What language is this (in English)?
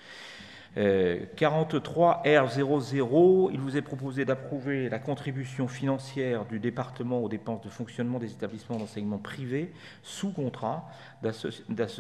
French